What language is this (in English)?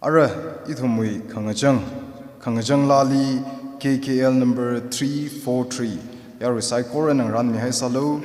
Tangkhul Naga (India)